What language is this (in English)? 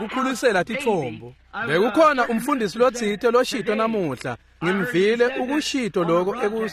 Swati